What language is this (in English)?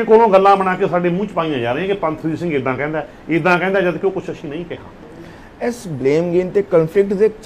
Punjabi